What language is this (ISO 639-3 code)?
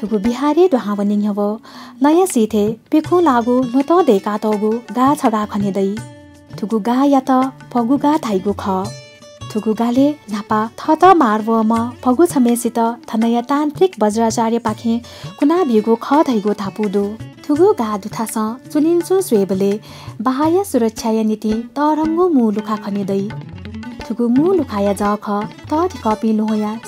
new